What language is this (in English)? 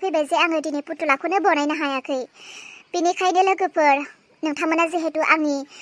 Bodo